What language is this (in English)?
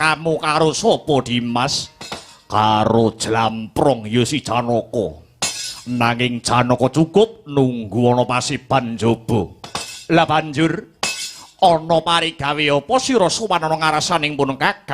Javanese